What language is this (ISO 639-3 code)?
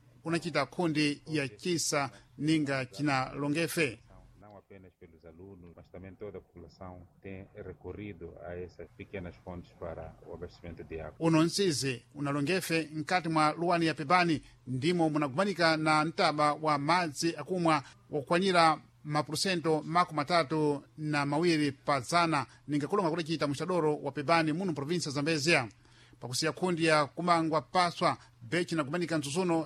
seh